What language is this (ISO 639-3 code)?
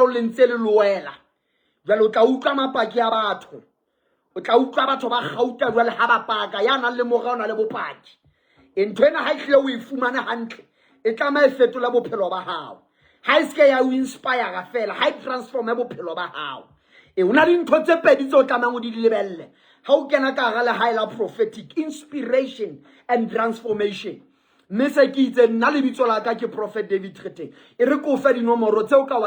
sot